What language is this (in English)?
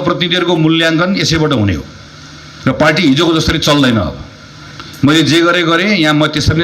Nepali